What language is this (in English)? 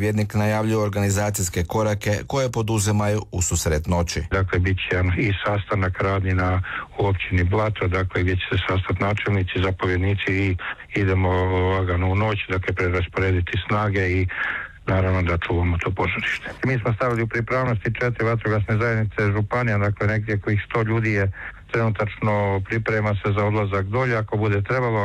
Croatian